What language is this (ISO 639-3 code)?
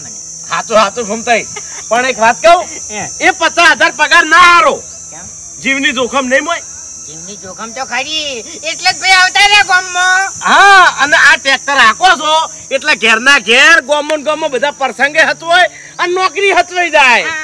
guj